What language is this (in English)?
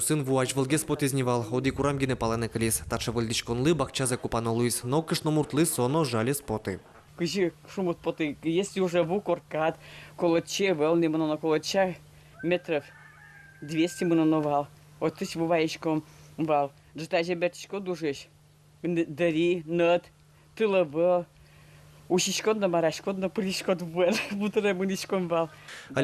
Udmurt